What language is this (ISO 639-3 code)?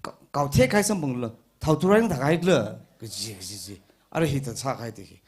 nmf